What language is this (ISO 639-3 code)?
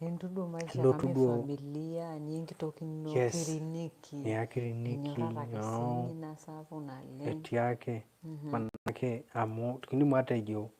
mas